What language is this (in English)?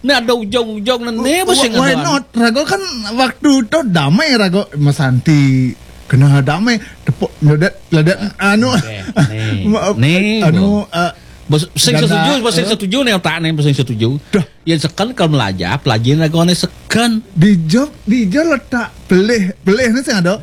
Balinese